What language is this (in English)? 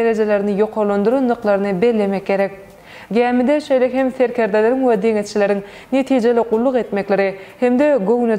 Turkmen